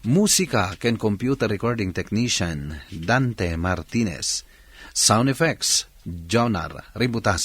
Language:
Iloko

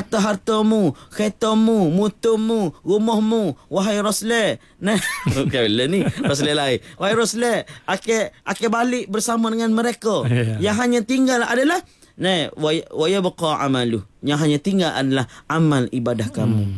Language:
Malay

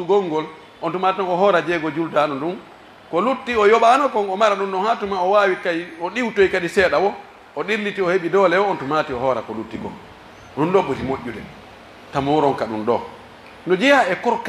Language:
Pular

